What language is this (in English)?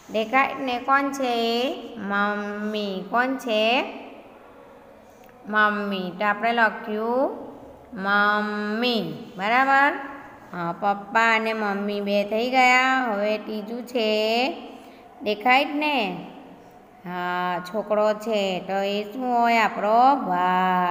Gujarati